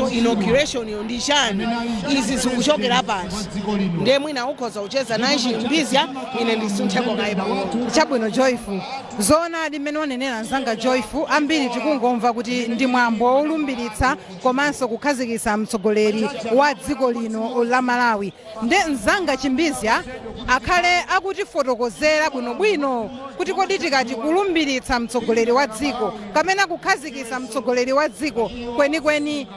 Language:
Nyanja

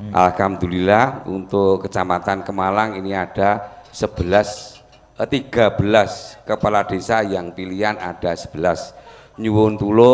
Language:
Javanese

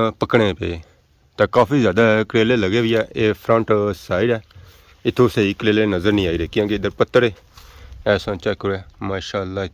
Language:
Pahari-Potwari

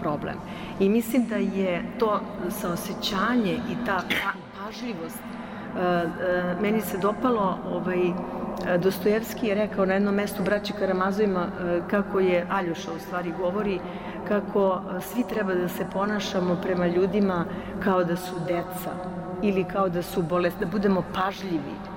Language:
Serbian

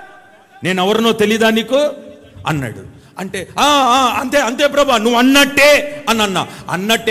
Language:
Telugu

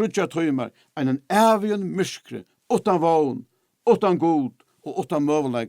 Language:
Faroese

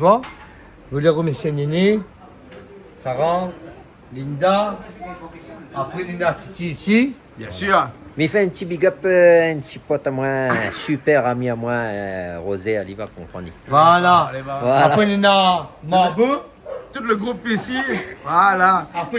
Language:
Réunion Creole French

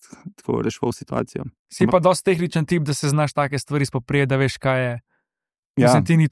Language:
Slovenian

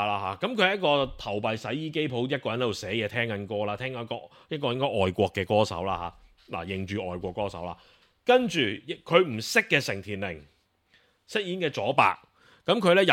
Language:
Cantonese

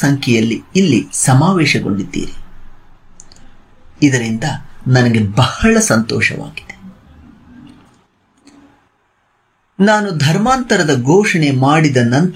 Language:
Kannada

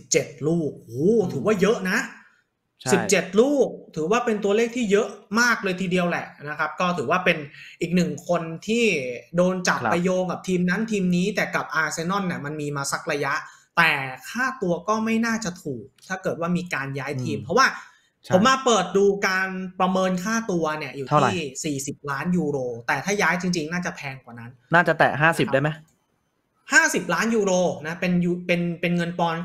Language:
Thai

